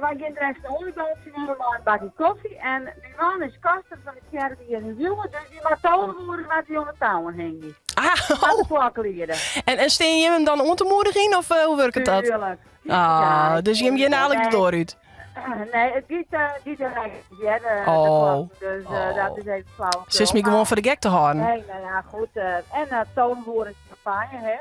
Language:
Western Frisian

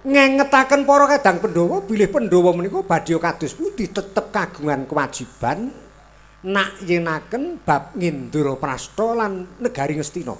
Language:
Javanese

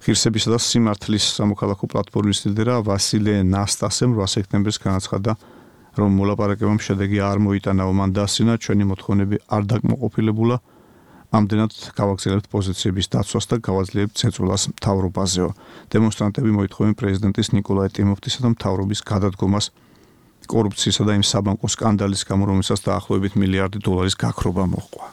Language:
Georgian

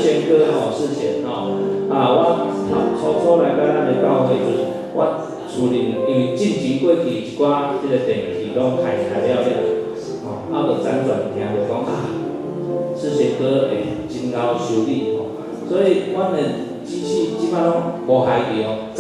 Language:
Min Nan Chinese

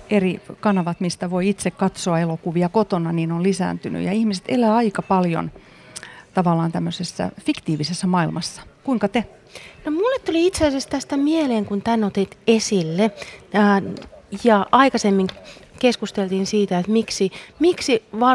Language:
Finnish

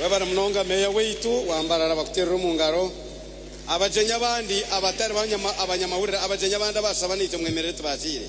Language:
Nyankole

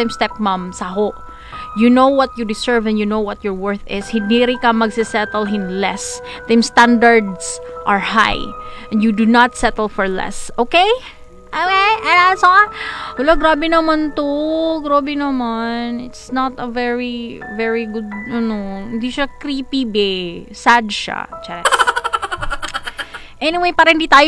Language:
Filipino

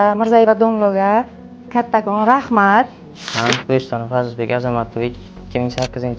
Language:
Uzbek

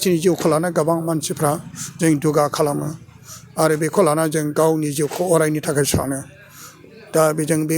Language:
Bodo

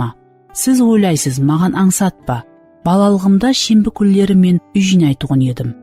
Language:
Kara-Kalpak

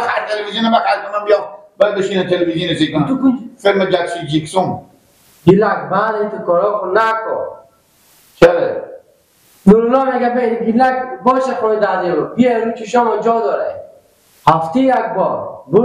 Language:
Persian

